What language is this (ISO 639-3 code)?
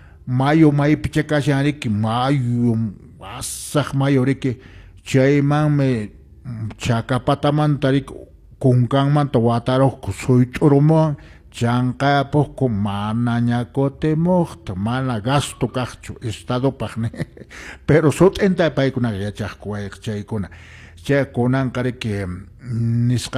que